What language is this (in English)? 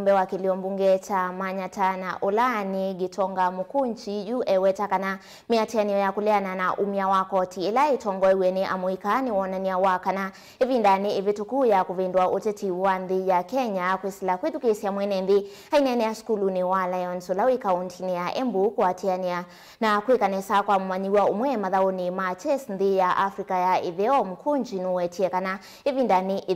Kamba